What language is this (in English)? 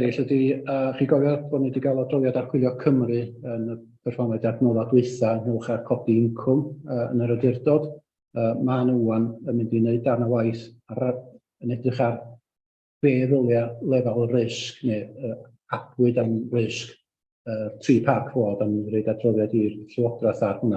Welsh